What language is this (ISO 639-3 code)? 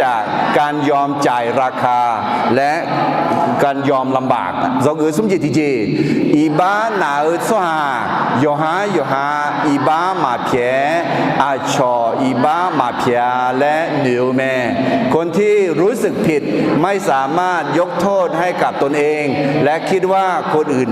ahk